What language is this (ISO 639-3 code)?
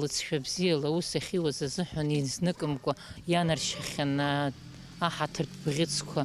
abk